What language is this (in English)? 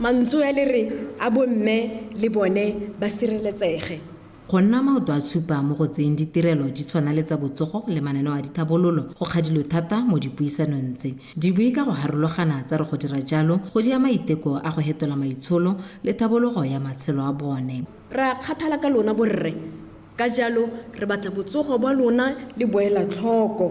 Tswana